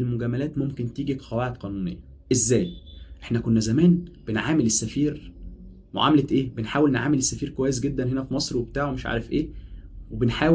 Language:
Egyptian Arabic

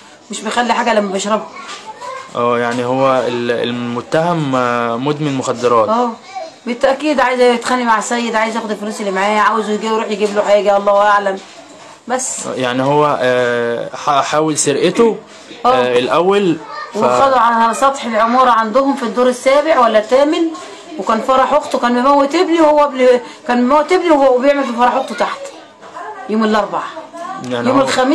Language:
Egyptian Arabic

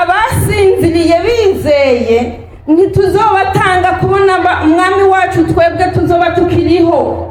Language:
Rundi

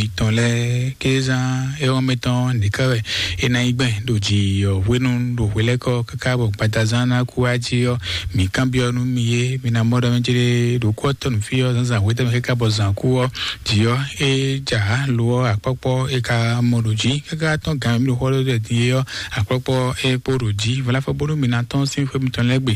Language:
Fon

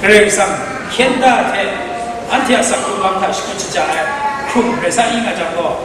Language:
Kachin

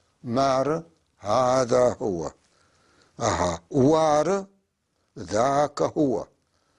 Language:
North Levantine Arabic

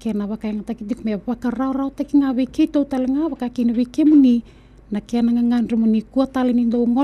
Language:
Fijian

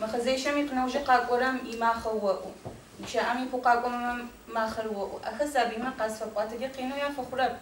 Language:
Adyghe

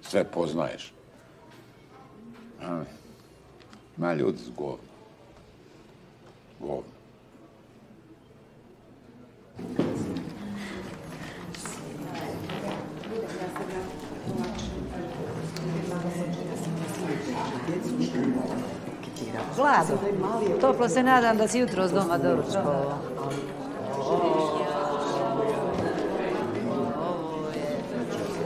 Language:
Croatian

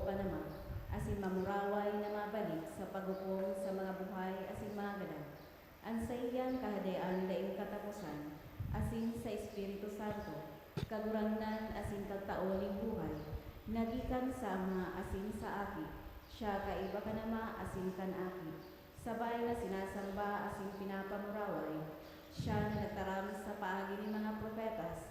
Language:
Bikol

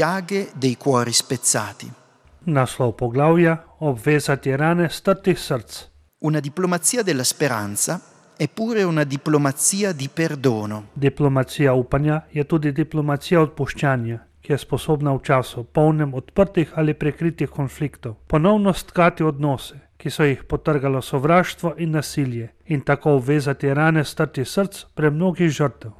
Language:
Slovenian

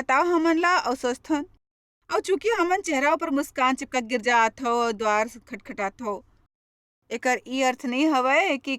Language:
Chhattisgarhi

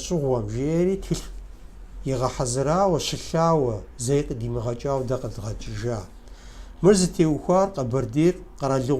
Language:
Kabardian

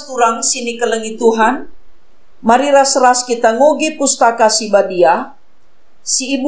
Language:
Batak Karo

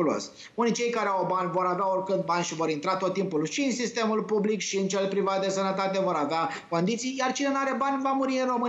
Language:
Romanian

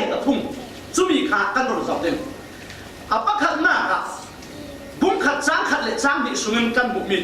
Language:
Falam Chin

